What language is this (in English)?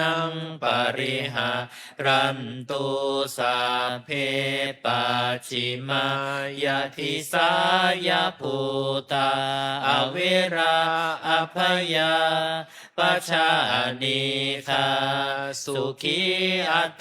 Pali